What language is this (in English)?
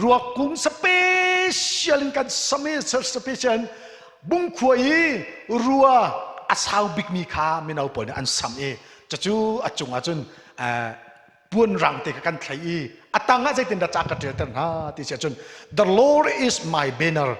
Hakha Chin